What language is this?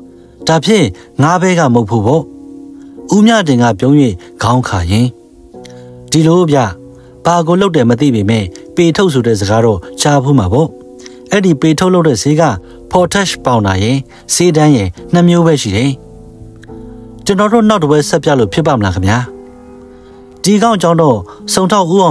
Burmese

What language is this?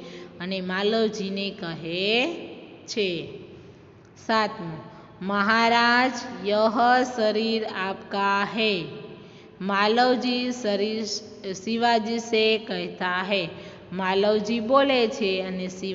Gujarati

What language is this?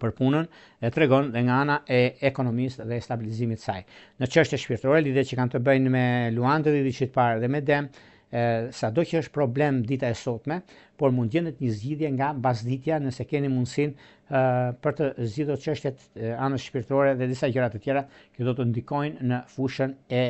Albanian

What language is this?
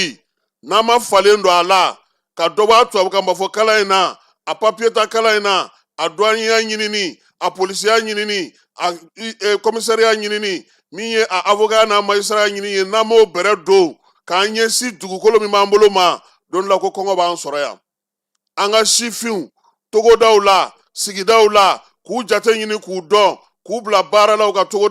Bambara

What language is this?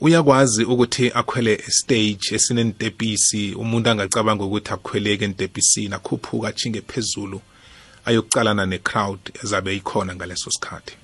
South Ndebele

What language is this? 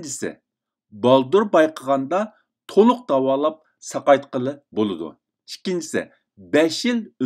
Uyghur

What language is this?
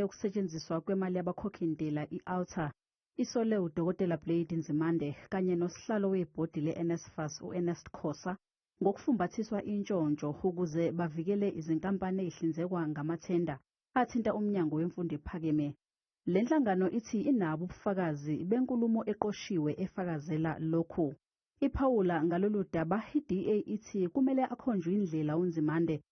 Zulu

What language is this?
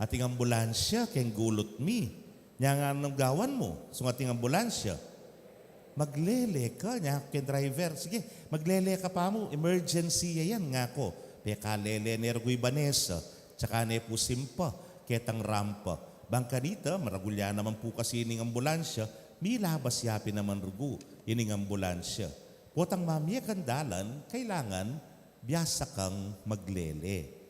Pampanga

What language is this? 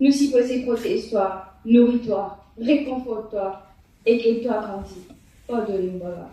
Morisyen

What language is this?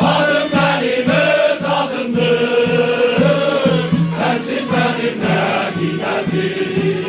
South Azerbaijani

